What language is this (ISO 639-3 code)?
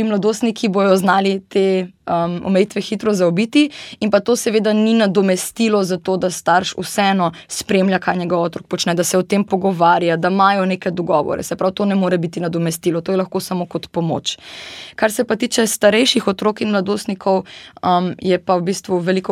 slv